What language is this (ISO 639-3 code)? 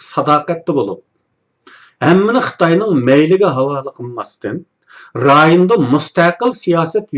uig